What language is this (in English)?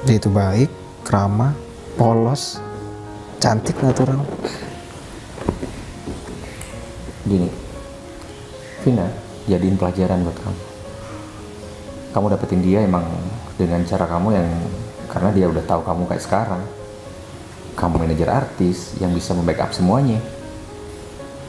Indonesian